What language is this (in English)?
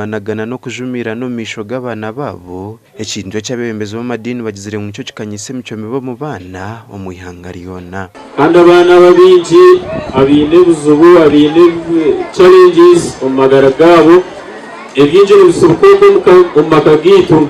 Nyankole